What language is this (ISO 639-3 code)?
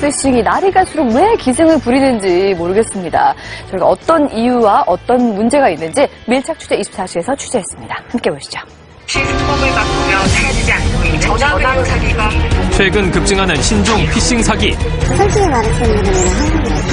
kor